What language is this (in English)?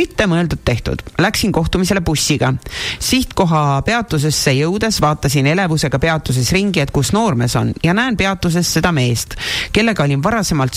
Estonian